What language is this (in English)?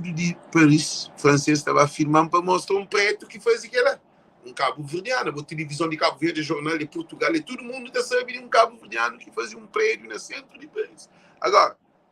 Kabuverdianu